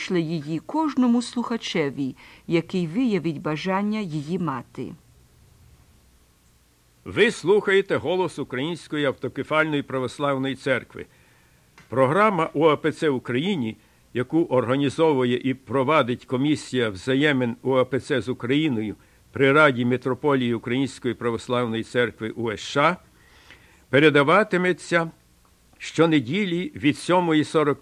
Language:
Ukrainian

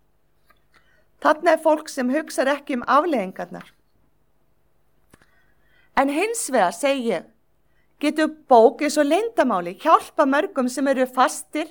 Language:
Icelandic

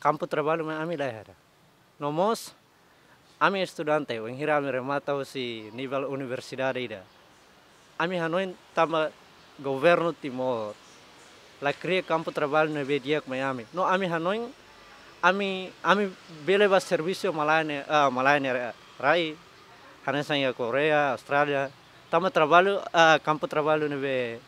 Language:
Tetum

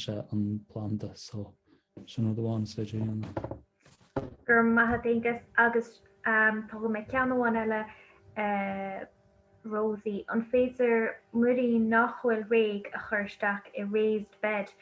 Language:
Irish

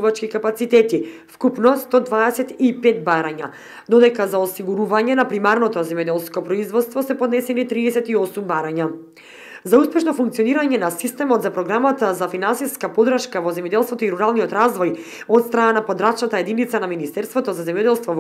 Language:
Macedonian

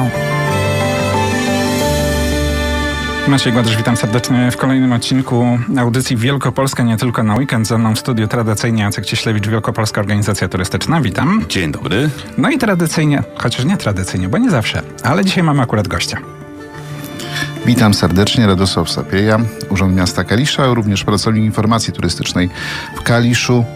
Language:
Polish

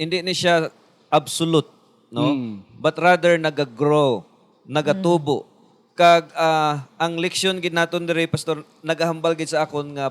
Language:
Hiligaynon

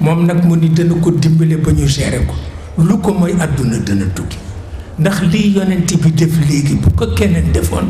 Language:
Wolof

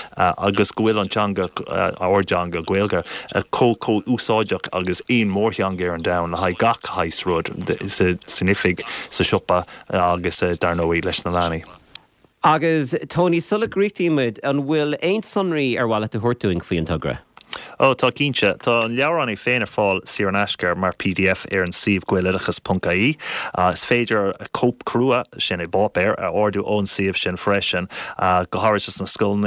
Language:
Irish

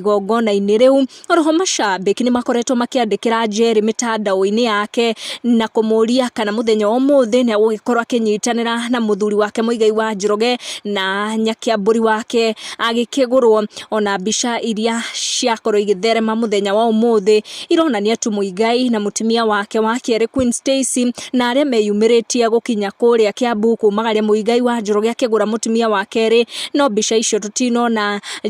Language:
Kikuyu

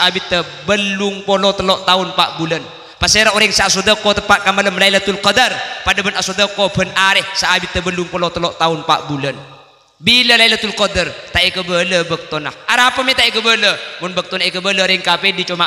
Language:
Madurese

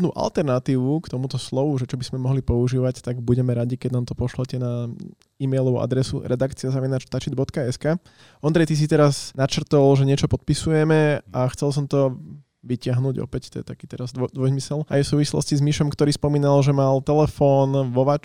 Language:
Slovak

